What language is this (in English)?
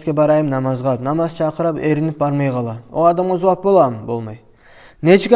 Kumyk